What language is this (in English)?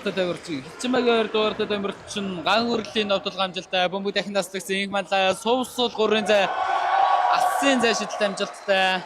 Mongolian